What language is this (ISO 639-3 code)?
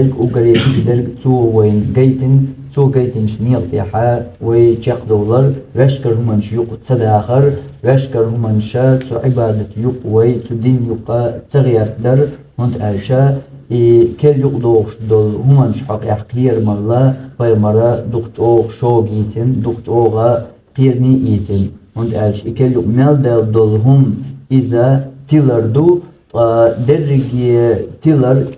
che